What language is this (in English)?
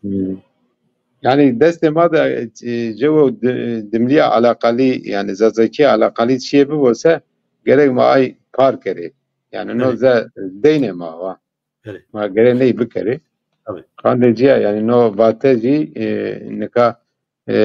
Zaza